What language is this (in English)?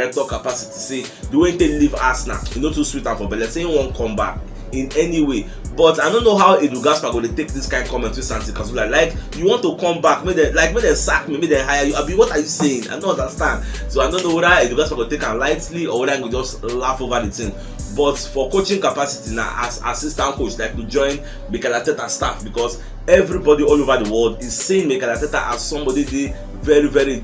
Nigerian Pidgin